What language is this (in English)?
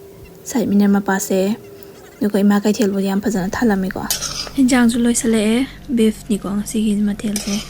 Manipuri